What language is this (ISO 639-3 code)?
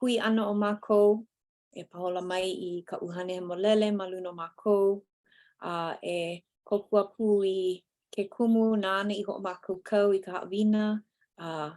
haw